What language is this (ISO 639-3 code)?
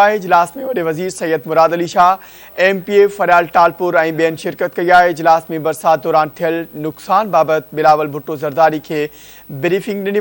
snd